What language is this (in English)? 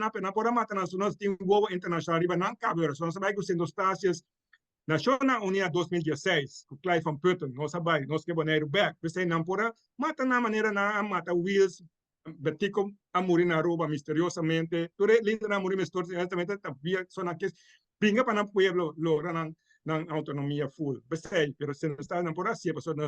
Papiamento